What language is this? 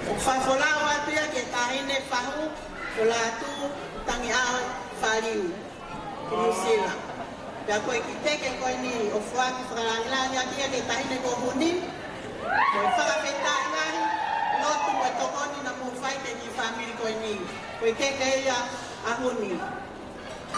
Tongan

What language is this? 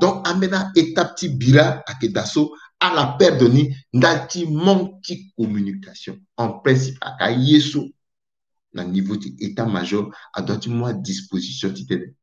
Sango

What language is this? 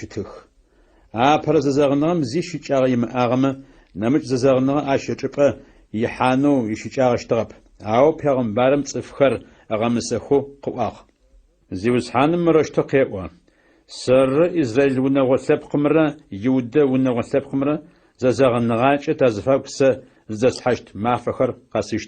Adyghe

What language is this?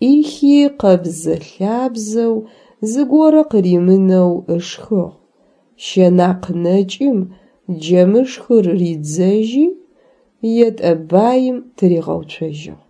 Adyghe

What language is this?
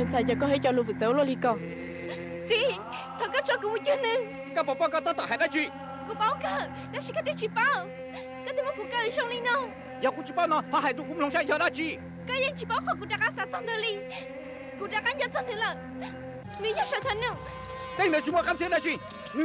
Hmong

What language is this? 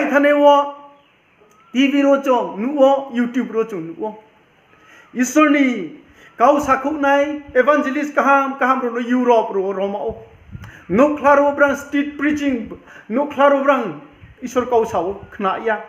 Riang (India)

